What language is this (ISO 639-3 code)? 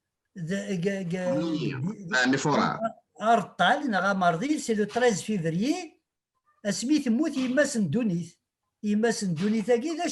kab